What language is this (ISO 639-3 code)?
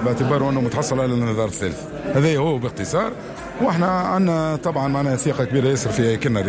aeb